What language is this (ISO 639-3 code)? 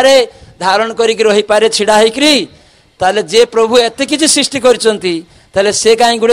ori